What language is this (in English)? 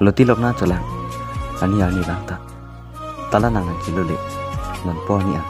Karbi